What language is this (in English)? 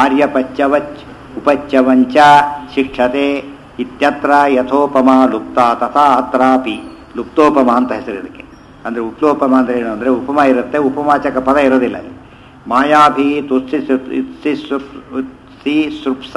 Kannada